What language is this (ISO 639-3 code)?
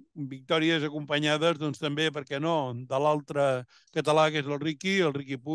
cat